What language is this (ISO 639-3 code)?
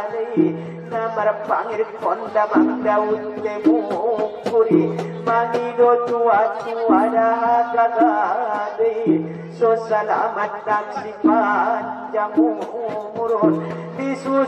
akb